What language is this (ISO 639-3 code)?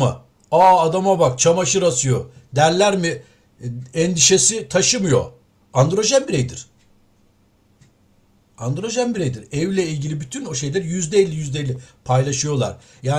tur